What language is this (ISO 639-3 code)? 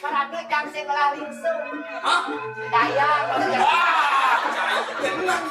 ban